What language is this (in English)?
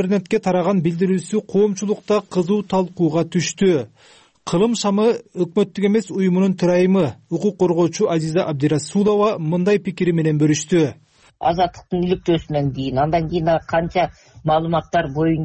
Kyrgyz